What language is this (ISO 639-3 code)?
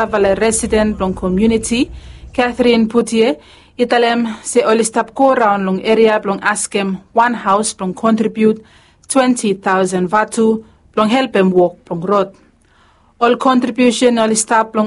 bis